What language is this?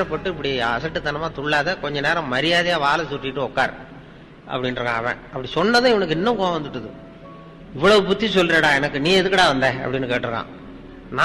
Tamil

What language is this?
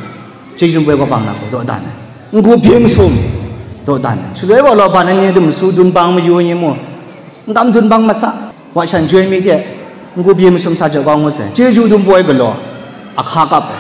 Kachin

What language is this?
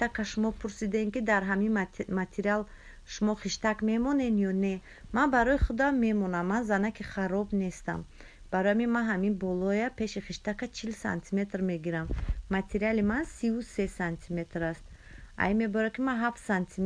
Tajik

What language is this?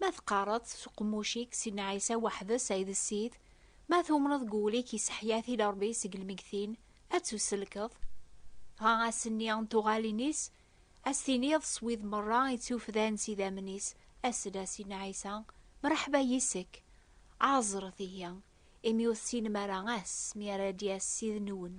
Kabyle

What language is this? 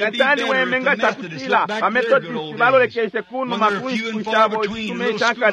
Bemba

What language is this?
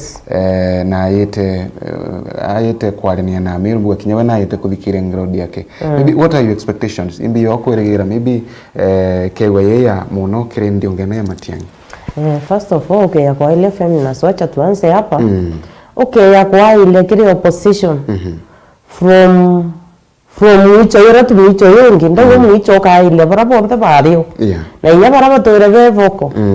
Meru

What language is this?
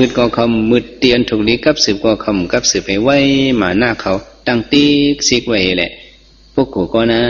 Shan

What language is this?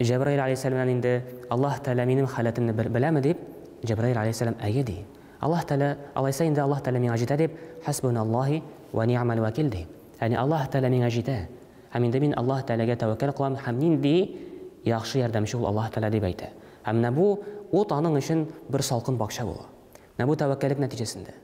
Tatar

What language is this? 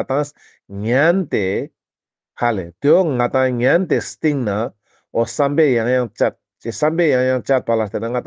Ladakhi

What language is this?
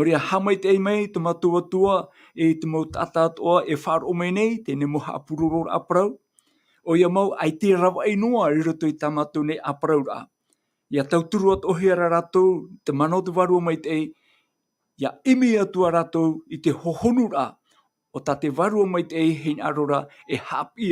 Tahitian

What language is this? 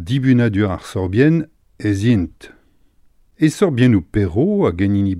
Breton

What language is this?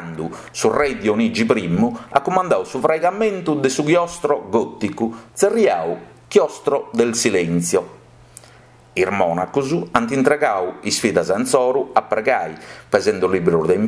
Sardinian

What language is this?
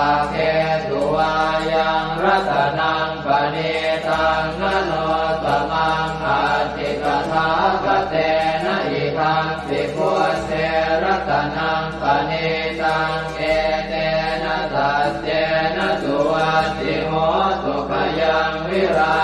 Pali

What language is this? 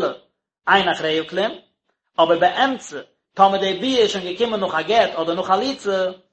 Yiddish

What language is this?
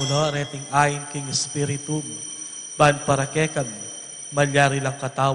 Pampanga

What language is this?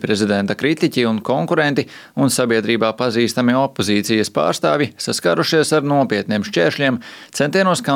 Latvian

